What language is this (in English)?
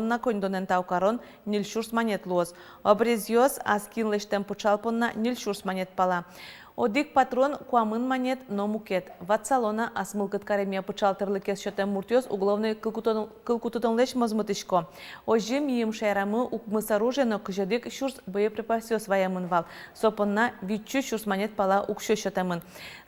Udmurt